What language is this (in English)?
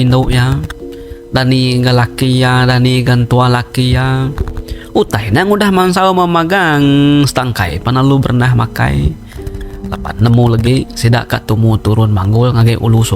Iban